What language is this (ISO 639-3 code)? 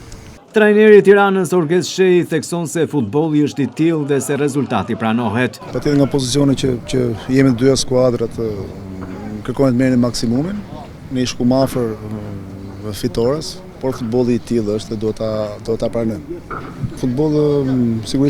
sqi